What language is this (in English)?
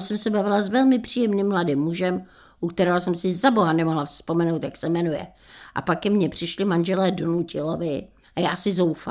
Czech